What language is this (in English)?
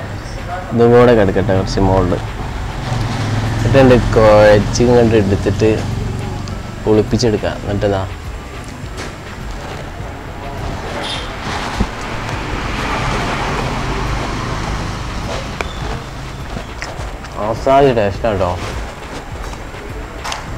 Malayalam